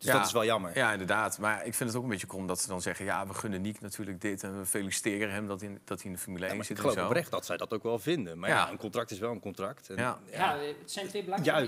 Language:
Dutch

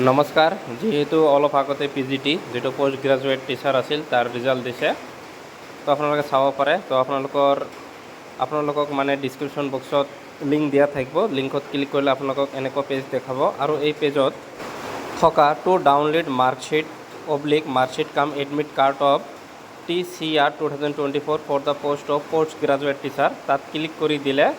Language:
Assamese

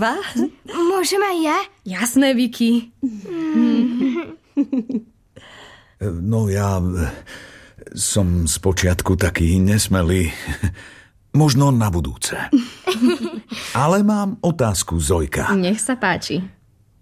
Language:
Slovak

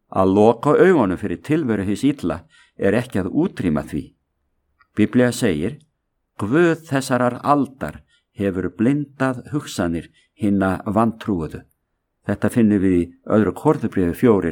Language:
Icelandic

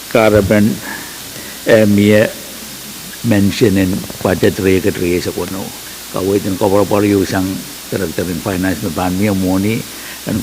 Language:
Pohnpeian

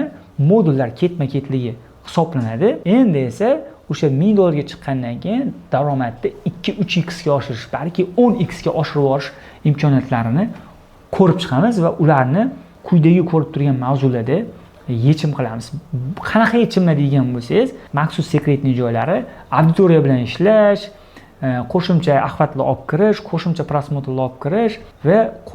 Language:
Uzbek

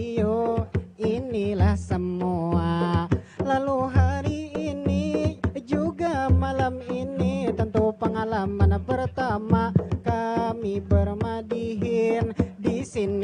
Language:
Banjar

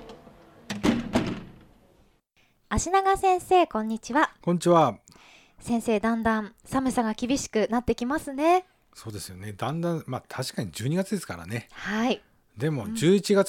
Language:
Japanese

